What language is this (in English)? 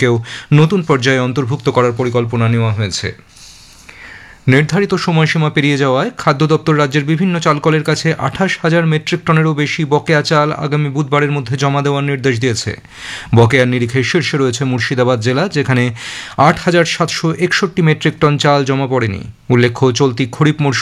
Bangla